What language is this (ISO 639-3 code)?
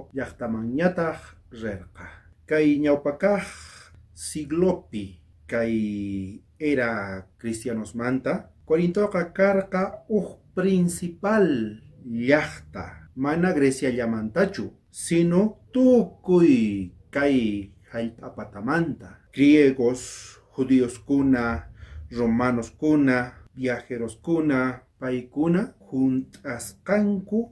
quh